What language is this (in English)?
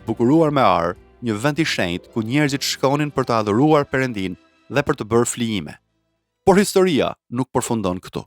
Albanian